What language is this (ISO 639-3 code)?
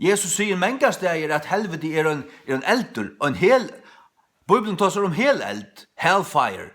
fao